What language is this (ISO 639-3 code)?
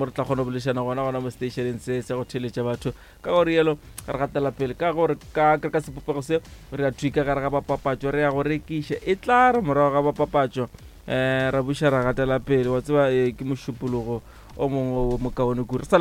nso